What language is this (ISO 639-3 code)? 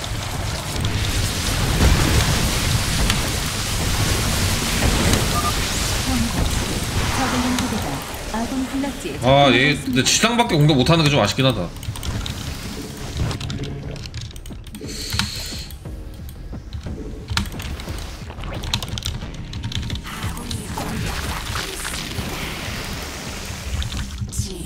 kor